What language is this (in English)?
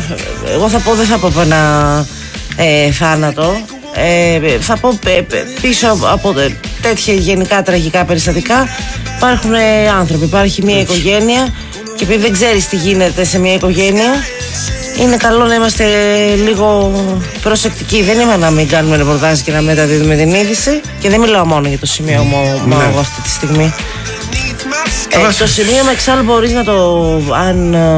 Greek